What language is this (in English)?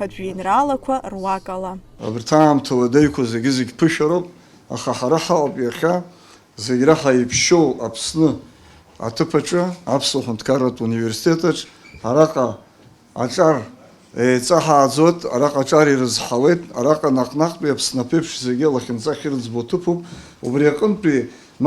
Abkhazian